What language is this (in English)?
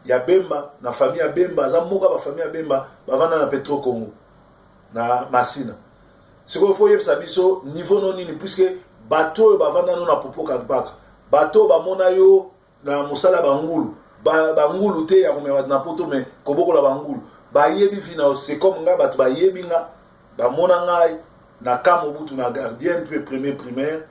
Lingala